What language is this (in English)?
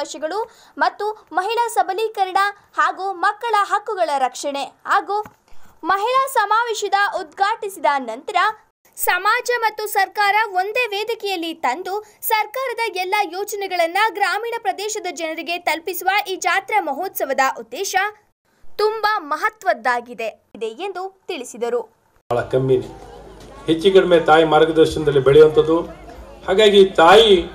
Kannada